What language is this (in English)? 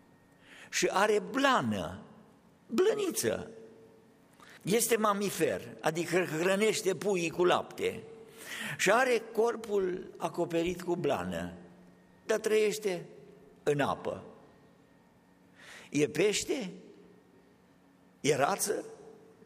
Romanian